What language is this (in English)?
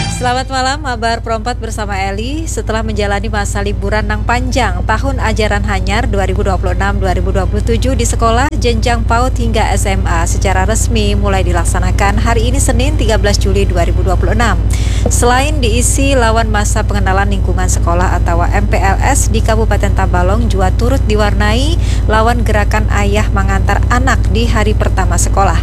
Banjar